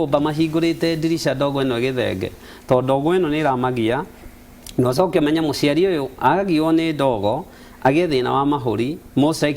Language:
Kikuyu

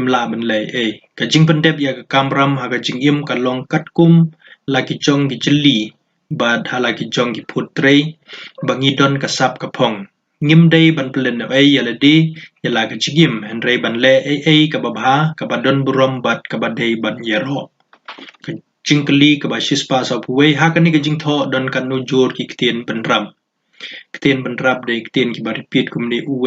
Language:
Khasi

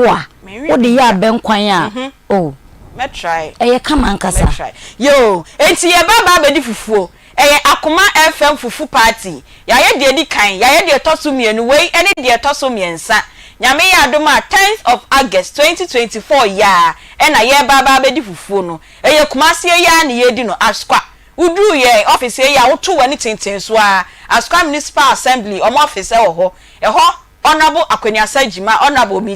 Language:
Akan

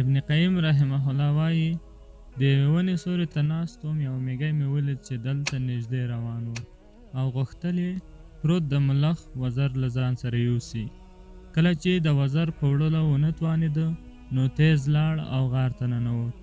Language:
Pashto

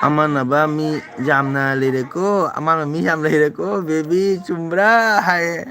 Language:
Manipuri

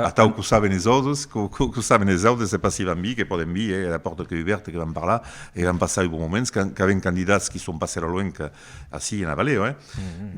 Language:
Occitan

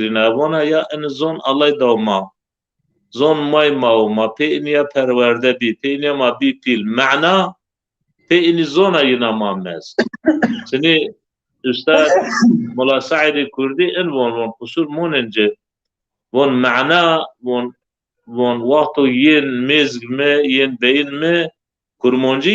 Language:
Zaza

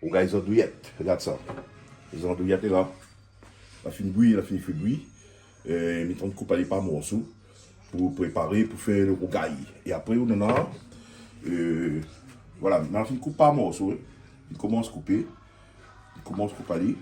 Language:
Réunion Creole French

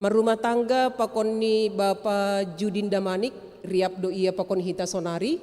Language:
Batak Simalungun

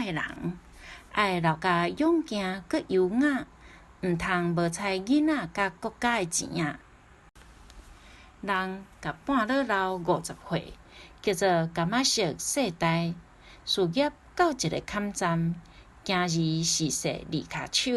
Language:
Min Nan Chinese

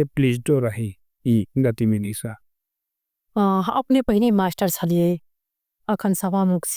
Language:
Maithili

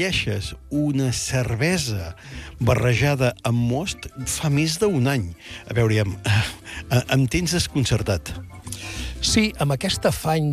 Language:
Catalan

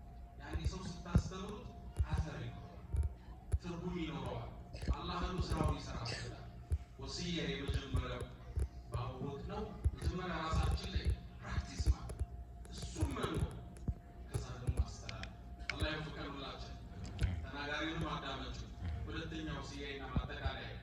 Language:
Amharic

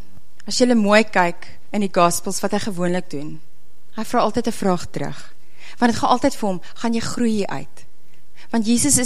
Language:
Afrikaans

